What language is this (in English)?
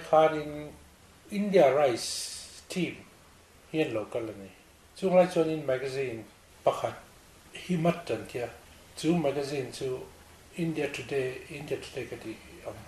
Mizo